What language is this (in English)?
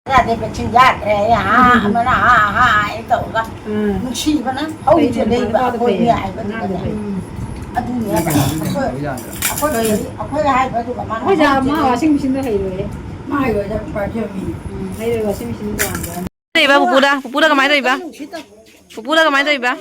Manipuri